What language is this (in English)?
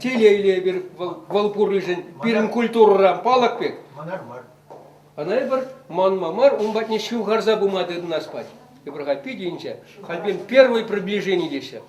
Chuvash